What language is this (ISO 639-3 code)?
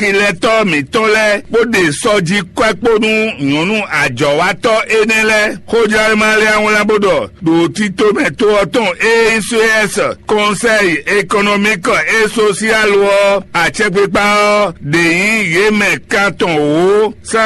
fon